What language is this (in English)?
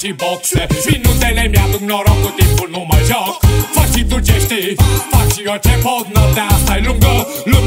Romanian